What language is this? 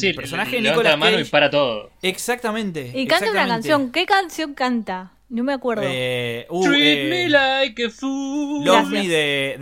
Spanish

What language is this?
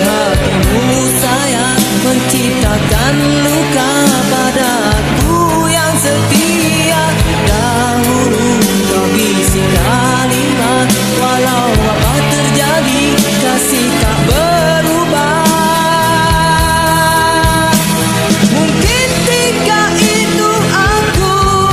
Malay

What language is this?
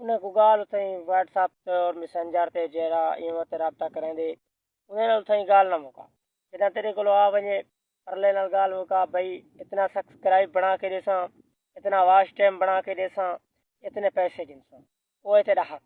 Saraiki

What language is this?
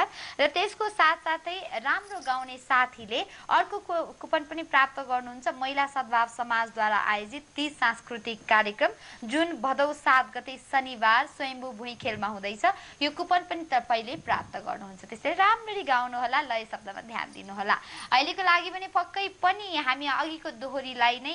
Nepali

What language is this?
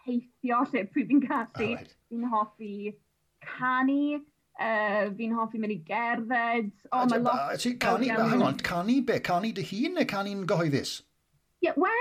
Welsh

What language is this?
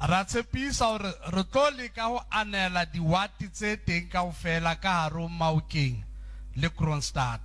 Southern Sotho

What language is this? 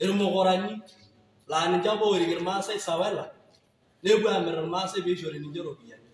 Masai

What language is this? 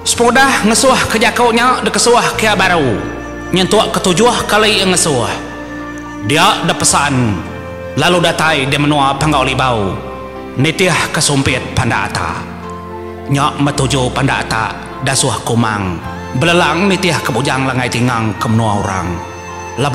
Iban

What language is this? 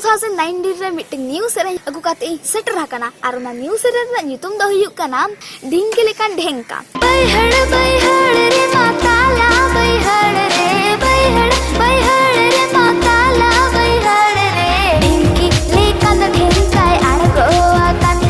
Santali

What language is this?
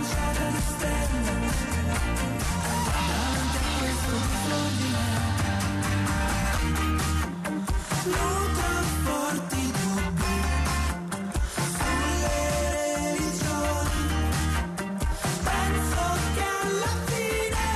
Italian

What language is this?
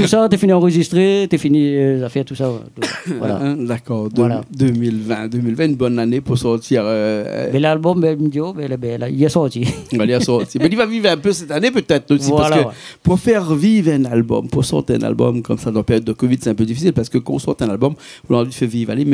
Réunion Creole French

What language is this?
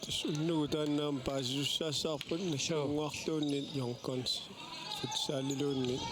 Kalaallisut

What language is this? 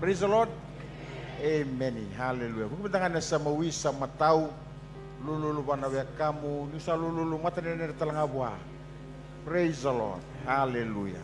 Fijian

